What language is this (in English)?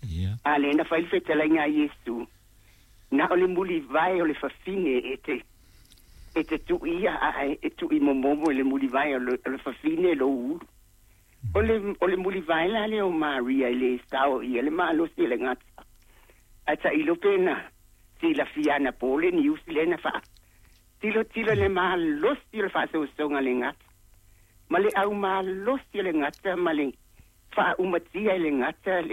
Samoan